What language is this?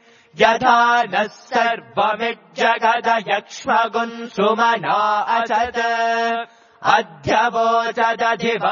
Sanskrit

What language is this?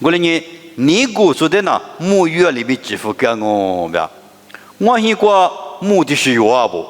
Lisu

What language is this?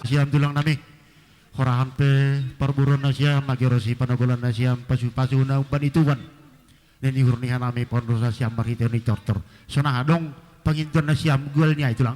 Batak Simalungun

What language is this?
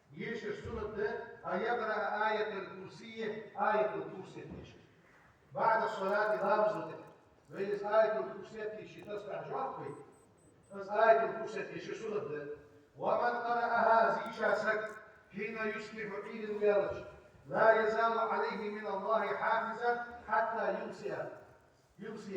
Ingush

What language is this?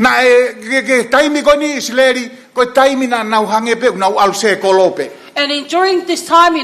Tongan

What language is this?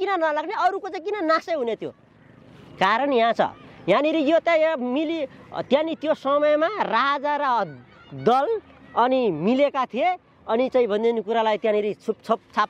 Nepali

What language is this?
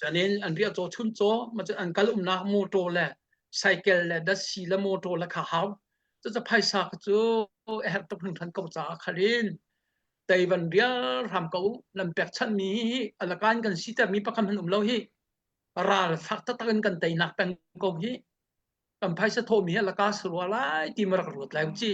Hakha Chin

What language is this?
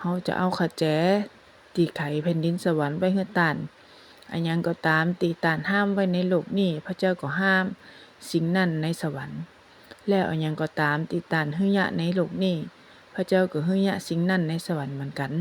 Northern Thai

